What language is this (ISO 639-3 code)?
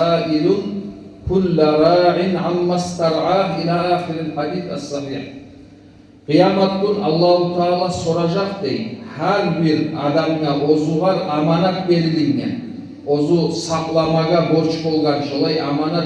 kum